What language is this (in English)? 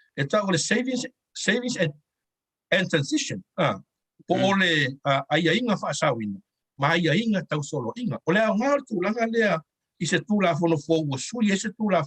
Samoan